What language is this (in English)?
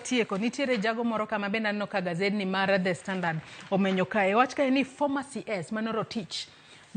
Luo (Kenya and Tanzania)